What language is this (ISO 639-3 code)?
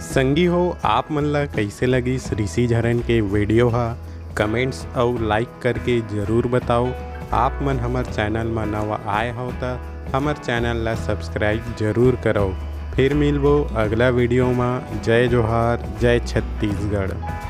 hne